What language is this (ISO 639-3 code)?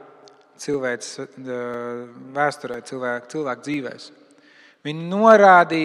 lav